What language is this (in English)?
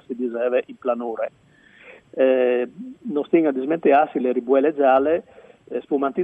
Friulian